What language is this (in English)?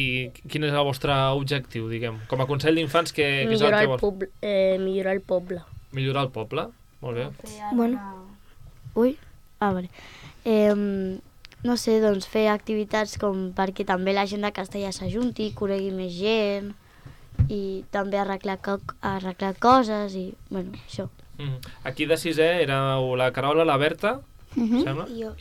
Catalan